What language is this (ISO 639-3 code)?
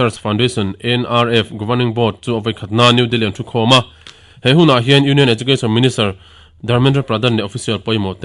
lus